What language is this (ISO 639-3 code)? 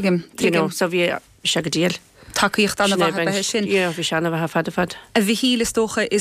gle